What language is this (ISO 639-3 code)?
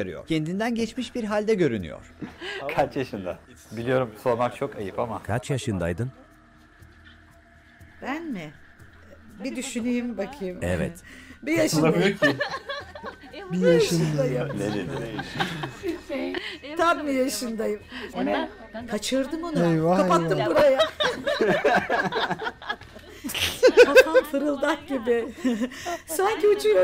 tur